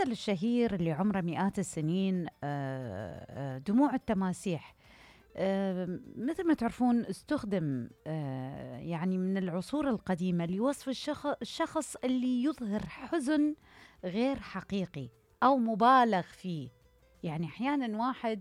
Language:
Mesopotamian Arabic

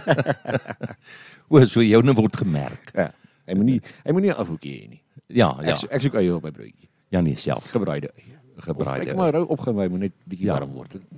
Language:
Afrikaans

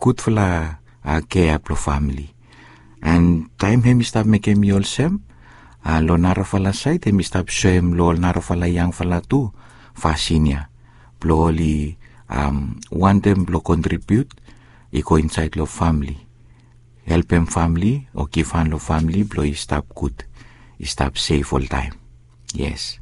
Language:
Bislama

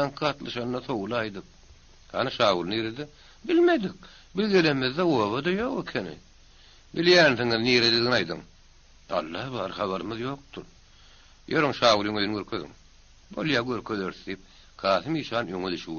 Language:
Turkmen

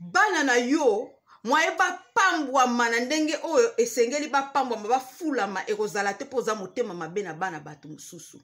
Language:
Lingala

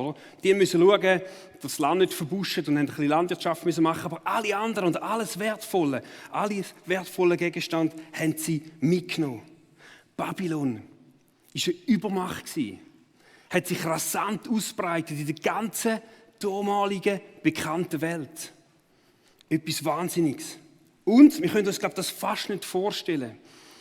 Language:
Swiss German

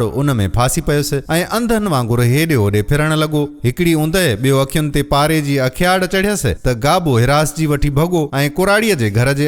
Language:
Sindhi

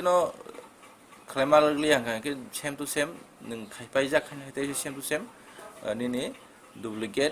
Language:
Kok Borok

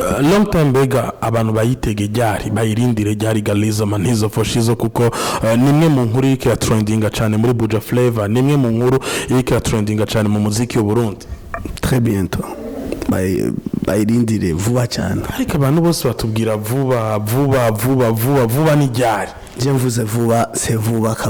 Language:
Rundi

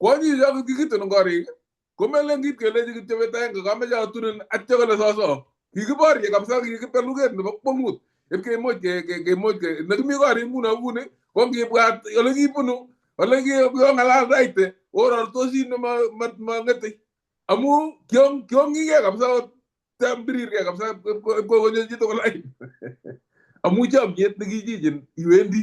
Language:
Kalenjin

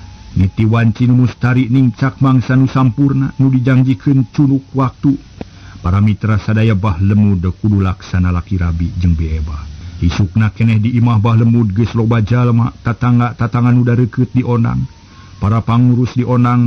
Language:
Sundanese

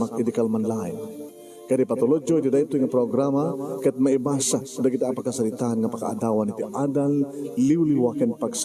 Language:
Iloko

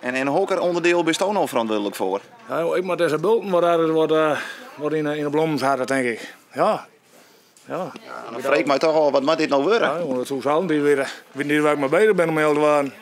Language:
Western Frisian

